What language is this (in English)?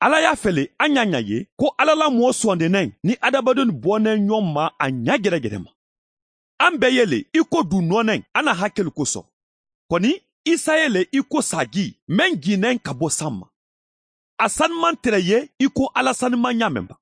Mandingo